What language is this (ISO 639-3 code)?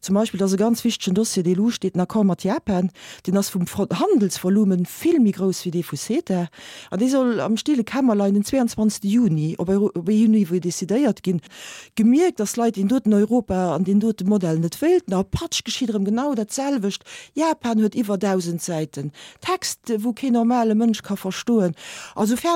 ltz